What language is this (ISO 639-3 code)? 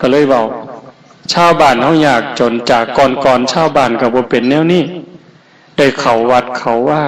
tts